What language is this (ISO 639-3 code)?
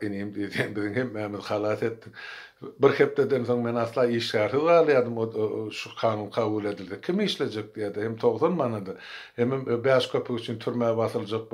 tuk